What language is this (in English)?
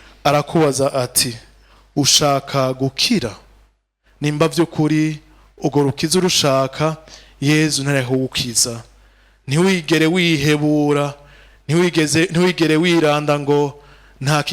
Rundi